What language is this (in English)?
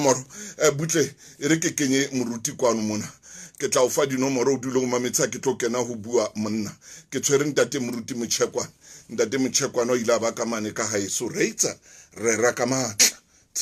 Southern Sotho